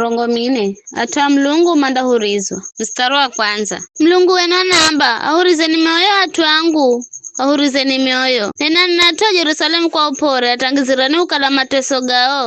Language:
Giryama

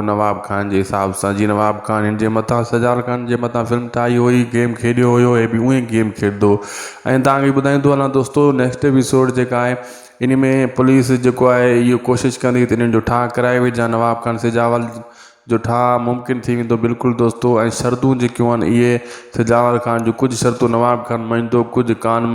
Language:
Sindhi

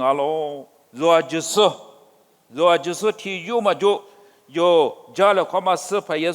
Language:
Lisu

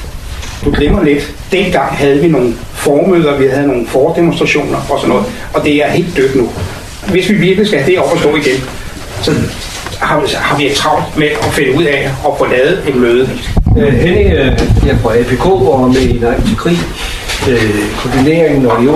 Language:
Danish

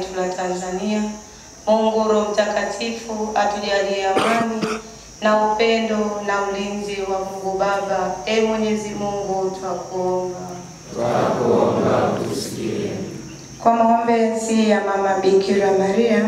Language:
Swahili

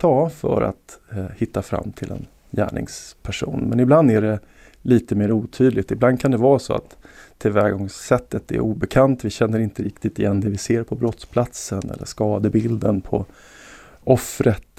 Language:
Swedish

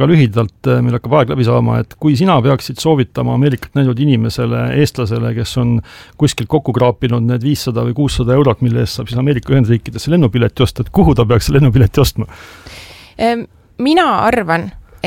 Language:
Estonian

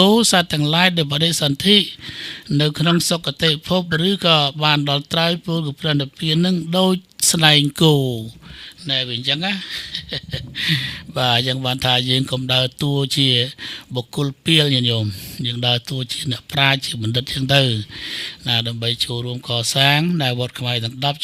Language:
Khmer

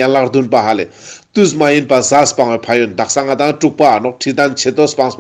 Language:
Ladakhi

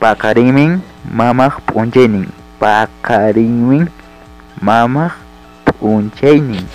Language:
Ayacucho Quechua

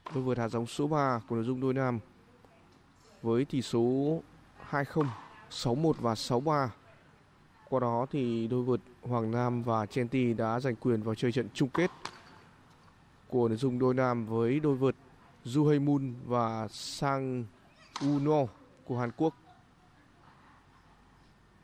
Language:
Vietnamese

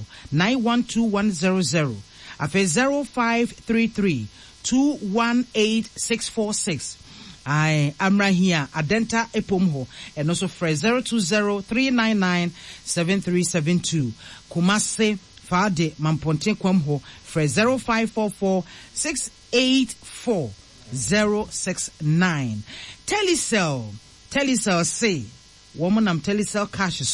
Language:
Akan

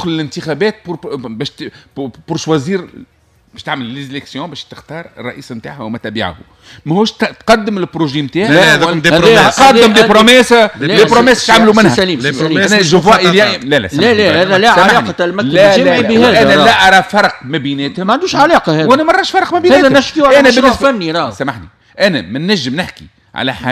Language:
Tunisian Arabic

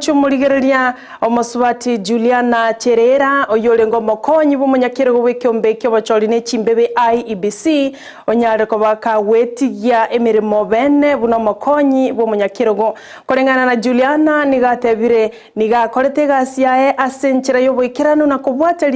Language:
Gusii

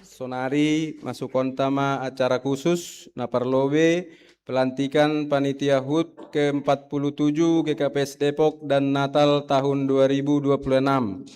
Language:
Batak Simalungun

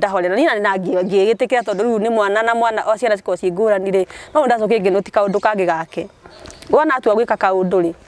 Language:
Kikuyu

